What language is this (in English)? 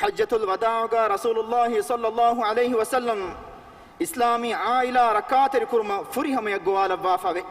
Divehi